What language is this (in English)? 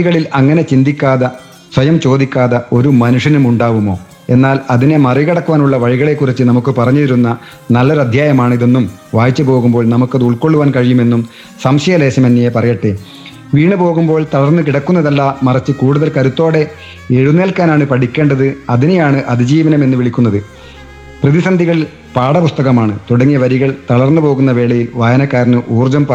Malayalam